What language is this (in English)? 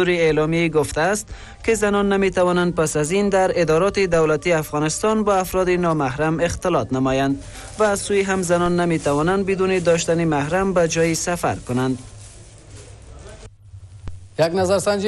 Persian